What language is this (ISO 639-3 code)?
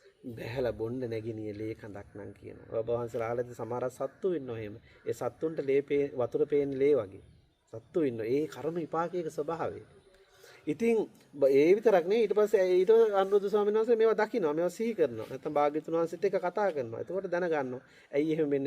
sin